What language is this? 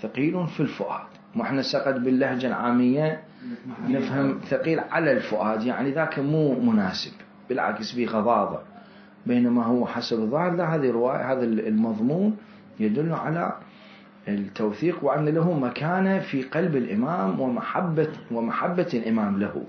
Mesopotamian Arabic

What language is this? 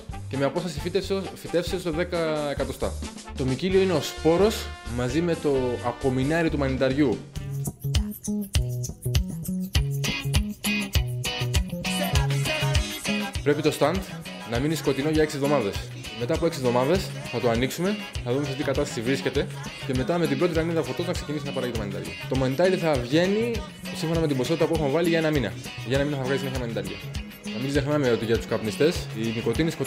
Greek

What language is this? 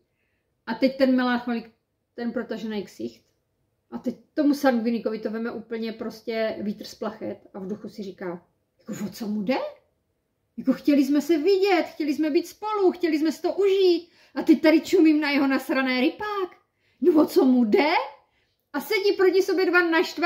Czech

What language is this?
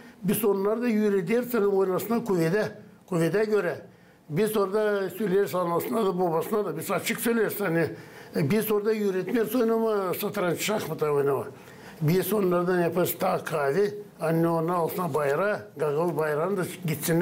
Gagauz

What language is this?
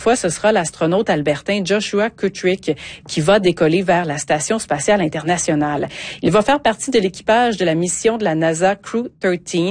French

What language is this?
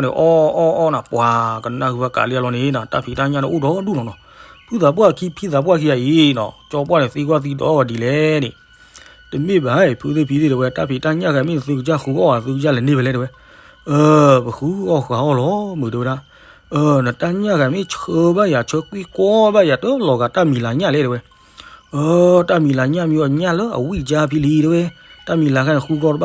S'gaw Karen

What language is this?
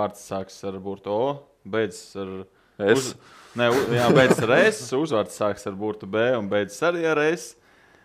Latvian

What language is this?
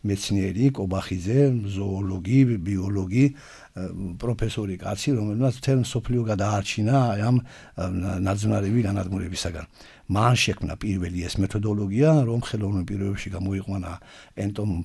Georgian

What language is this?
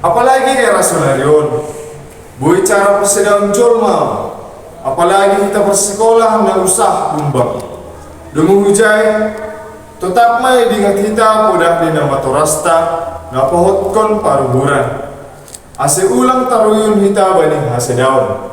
Batak Simalungun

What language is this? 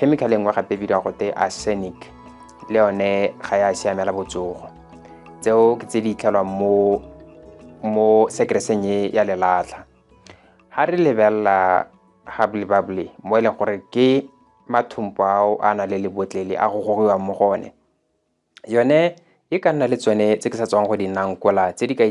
Tswana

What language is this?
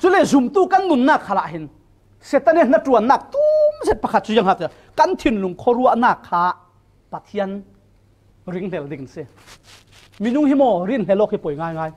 Falam Chin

